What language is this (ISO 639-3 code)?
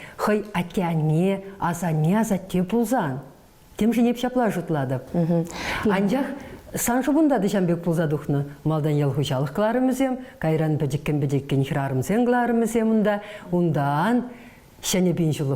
chv